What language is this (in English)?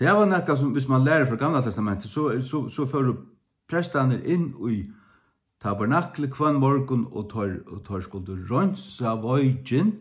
Faroese